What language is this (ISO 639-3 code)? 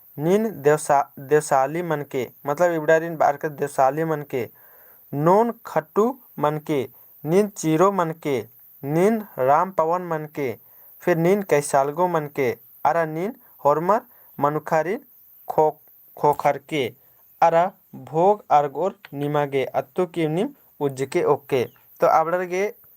kru